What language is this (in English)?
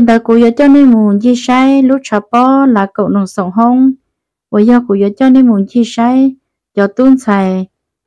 Hmong